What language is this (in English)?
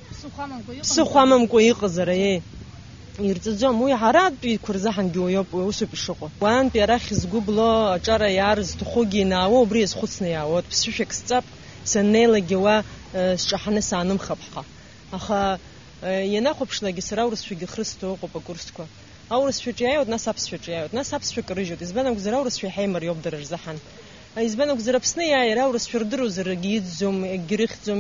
Abkhazian